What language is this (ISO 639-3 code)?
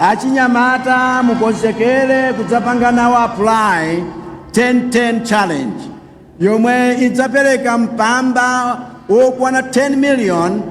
nya